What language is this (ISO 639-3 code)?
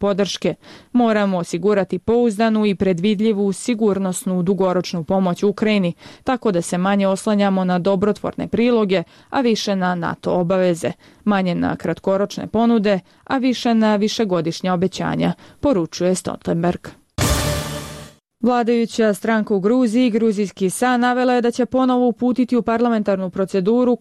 bos